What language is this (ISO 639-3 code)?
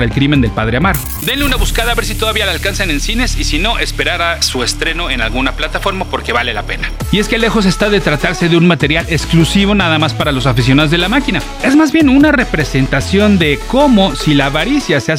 spa